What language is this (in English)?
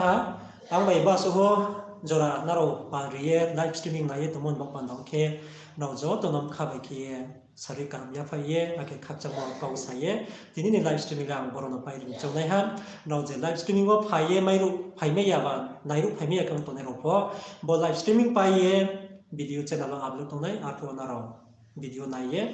Riang (India)